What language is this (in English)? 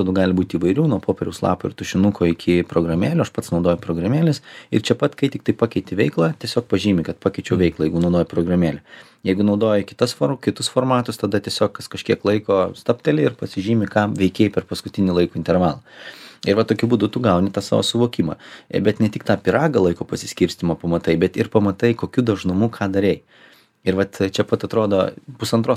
Lithuanian